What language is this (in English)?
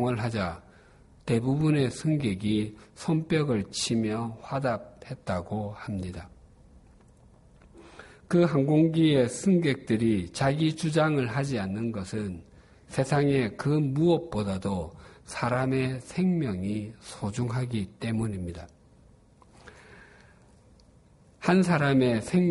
Korean